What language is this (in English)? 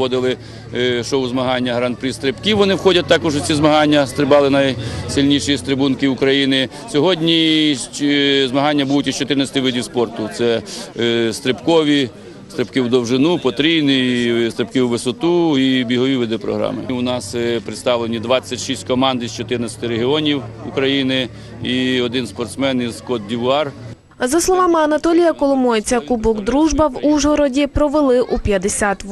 Ukrainian